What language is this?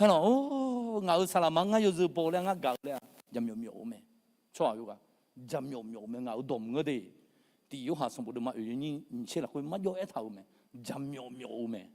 Akha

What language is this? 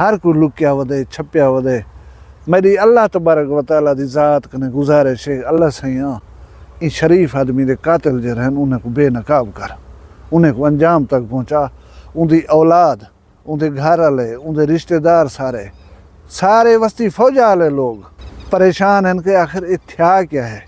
Saraiki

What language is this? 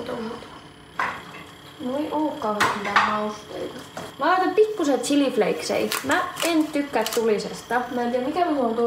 Finnish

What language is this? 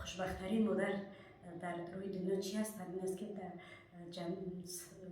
Tajik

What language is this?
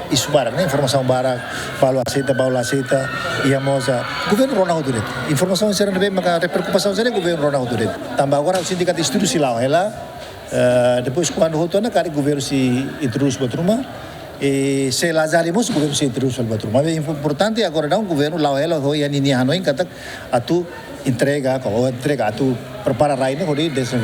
Tetum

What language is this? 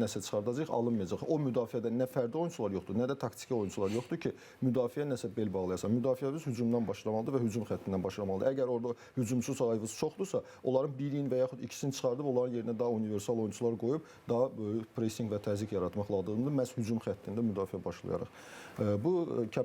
Azerbaijani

